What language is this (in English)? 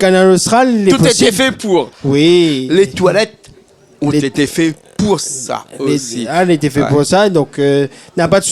Réunion Creole French